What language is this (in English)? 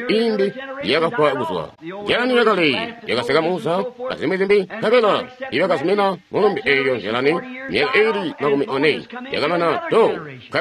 Tonga (Zambia)